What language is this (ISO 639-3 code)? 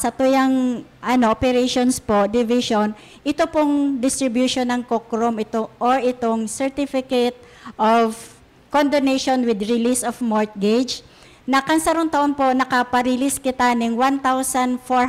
bik